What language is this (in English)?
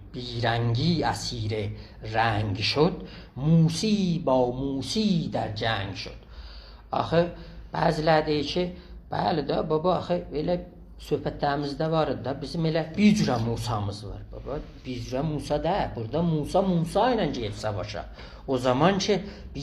South Azerbaijani